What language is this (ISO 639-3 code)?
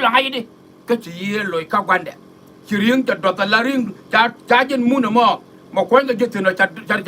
nus